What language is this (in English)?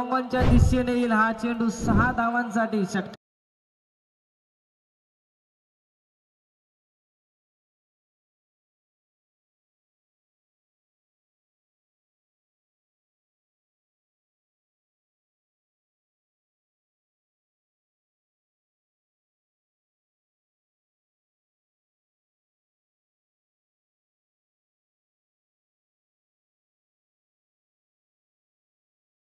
Marathi